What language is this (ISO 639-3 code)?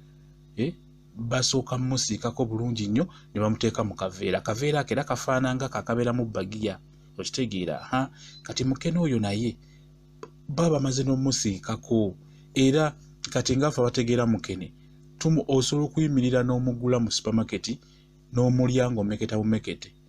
lug